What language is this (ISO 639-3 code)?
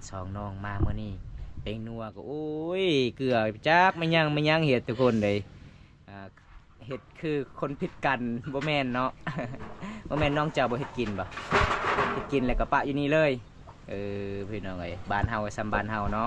lao